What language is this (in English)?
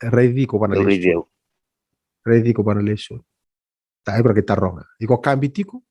Fijian